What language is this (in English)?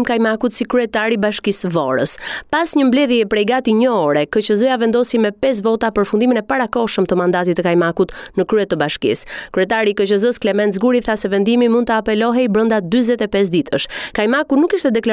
Albanian